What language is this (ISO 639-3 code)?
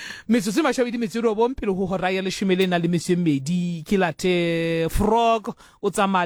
sot